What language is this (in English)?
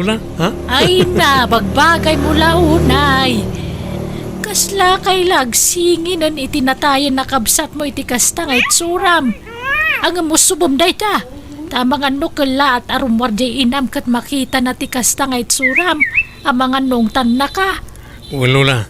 Iloko